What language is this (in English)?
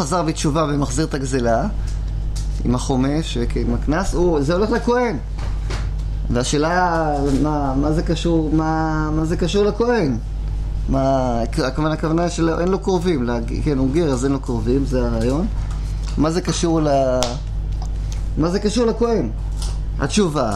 Hebrew